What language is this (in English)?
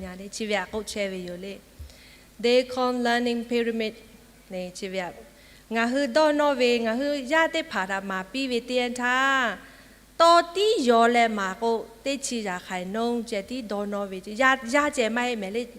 Lahu